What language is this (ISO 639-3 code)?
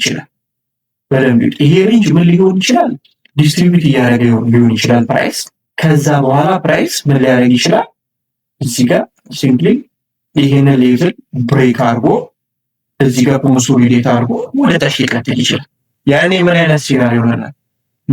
amh